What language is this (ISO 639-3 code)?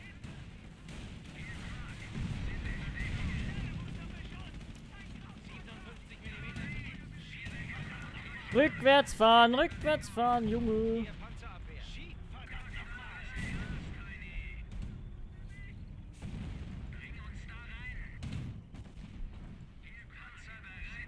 deu